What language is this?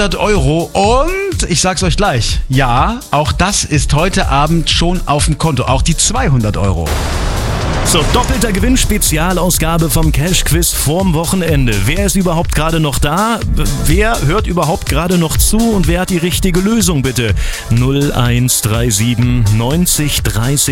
German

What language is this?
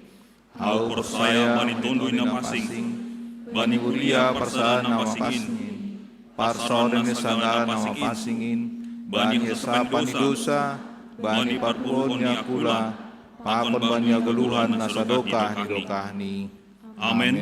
Batak Simalungun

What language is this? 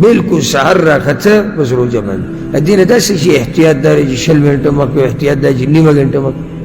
Pashto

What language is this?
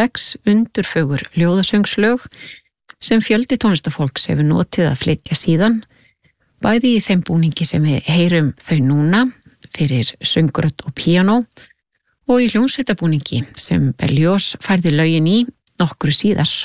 Icelandic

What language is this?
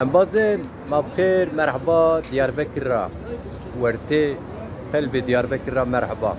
Zaza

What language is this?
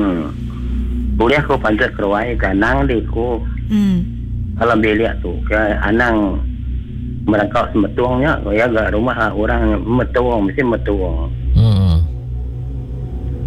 Iban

